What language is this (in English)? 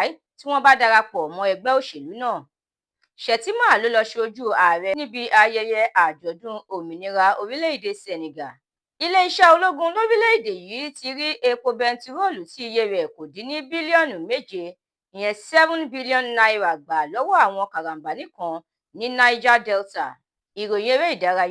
Yoruba